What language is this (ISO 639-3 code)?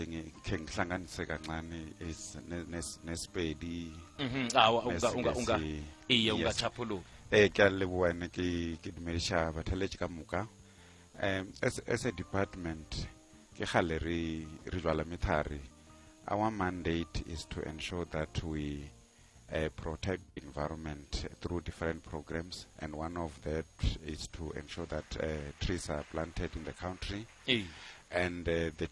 nbl